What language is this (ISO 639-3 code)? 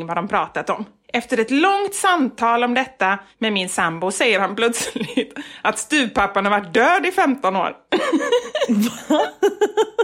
swe